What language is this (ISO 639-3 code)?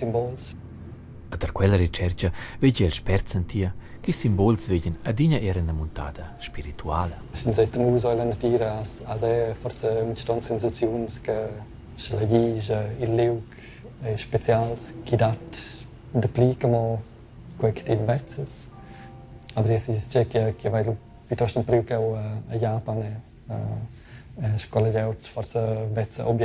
roh